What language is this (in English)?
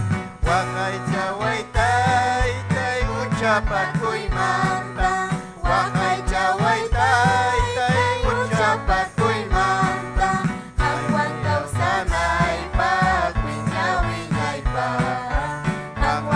Ayacucho Quechua